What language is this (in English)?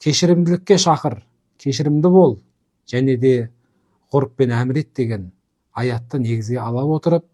Kazakh